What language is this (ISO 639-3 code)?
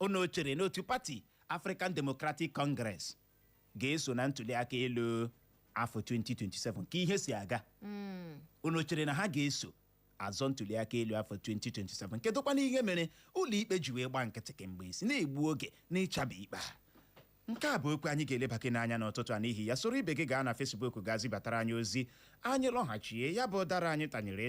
ibo